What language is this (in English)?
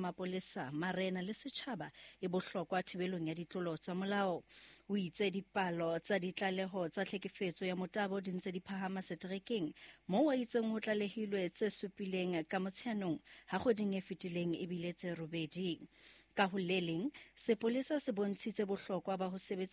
Southern Sotho